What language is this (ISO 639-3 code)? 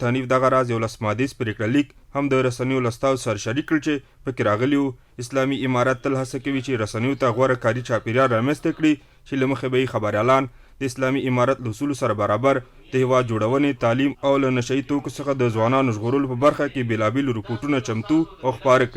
pus